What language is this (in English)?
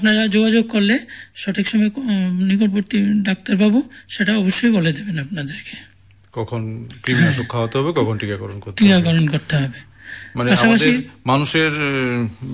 Bangla